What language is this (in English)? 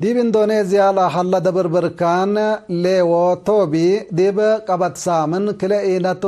Tigre